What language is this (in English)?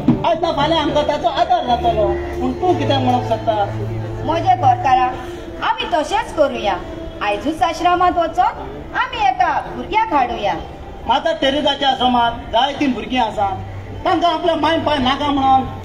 Konkani